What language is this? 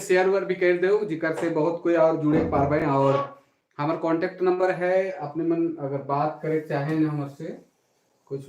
Sadri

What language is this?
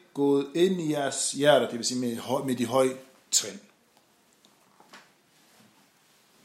Danish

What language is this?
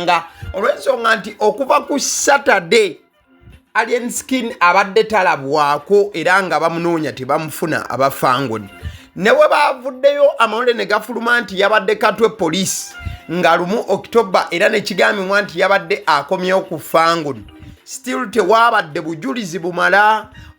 Ganda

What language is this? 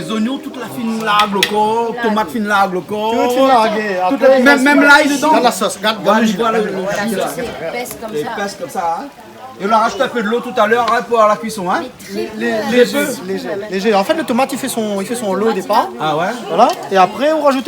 Réunion Creole French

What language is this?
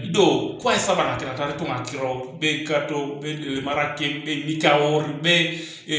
Teso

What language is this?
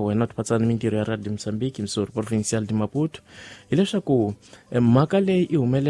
Tsonga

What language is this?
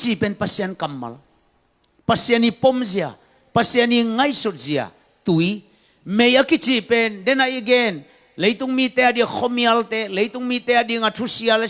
Tedim Chin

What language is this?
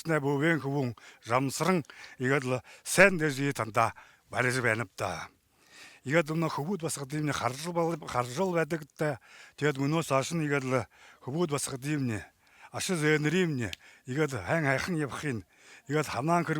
Buriat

